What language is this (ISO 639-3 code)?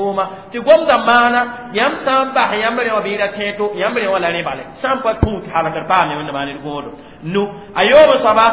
mos